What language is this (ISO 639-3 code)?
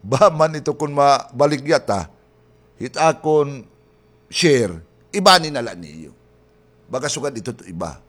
war